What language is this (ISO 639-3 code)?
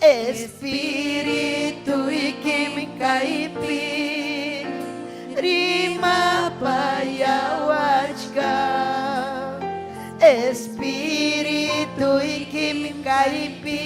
quy